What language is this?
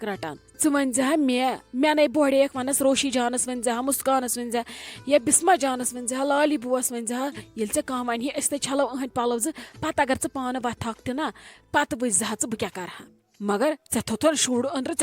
Kashmiri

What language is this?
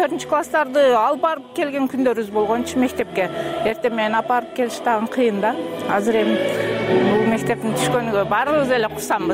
Kyrgyz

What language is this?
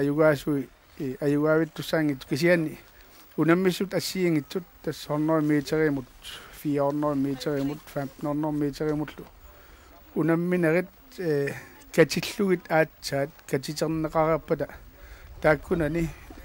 Kalaallisut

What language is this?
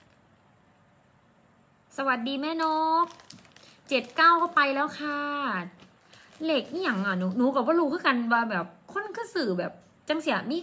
Thai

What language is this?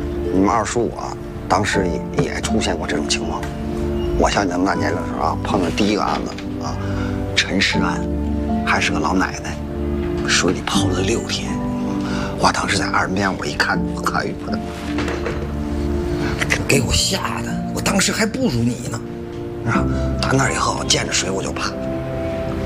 Chinese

